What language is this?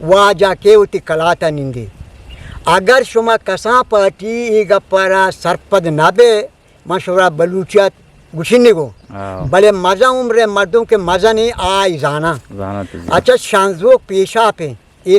Eastern Balochi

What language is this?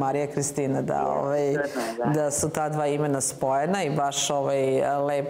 Serbian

